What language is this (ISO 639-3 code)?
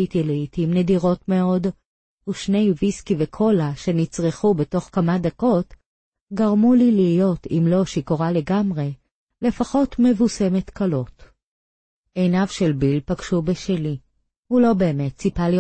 heb